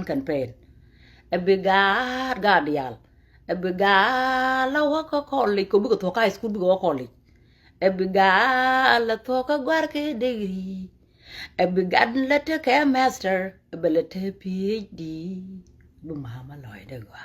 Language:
Nuer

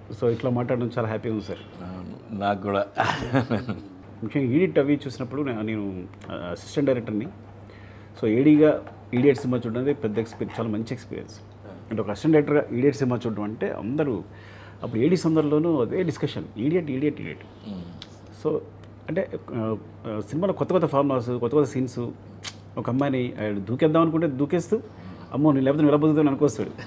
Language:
Telugu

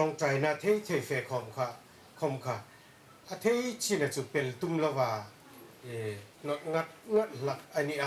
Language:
Hmar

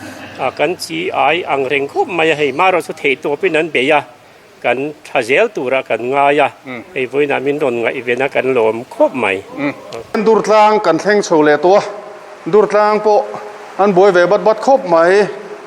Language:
Mizo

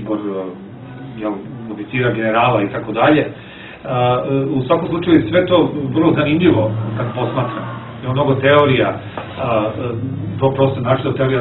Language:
Serbian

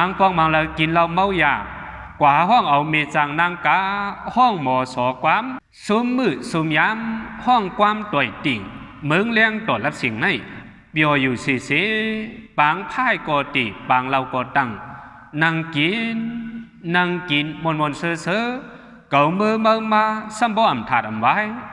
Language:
Shan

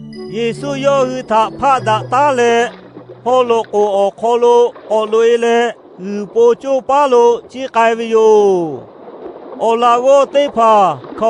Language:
Lahu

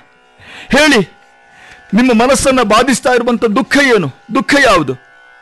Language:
Kannada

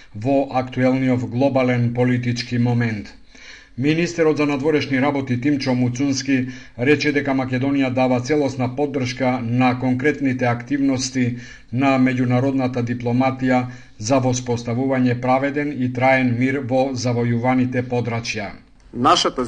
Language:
Macedonian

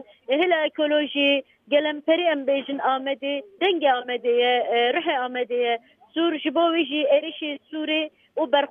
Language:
Kurdish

